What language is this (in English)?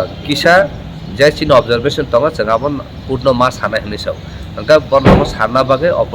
Kok Borok